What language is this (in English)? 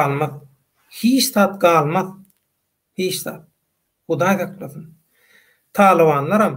Turkmen